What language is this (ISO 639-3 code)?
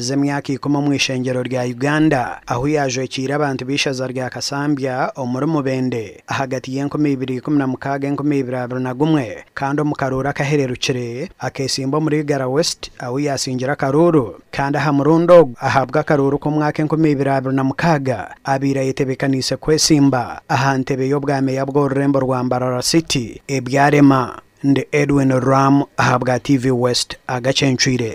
nyn